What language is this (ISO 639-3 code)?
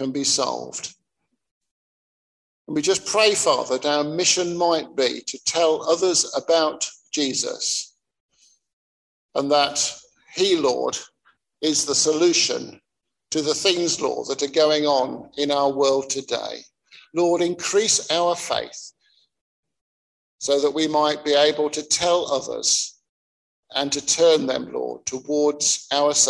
eng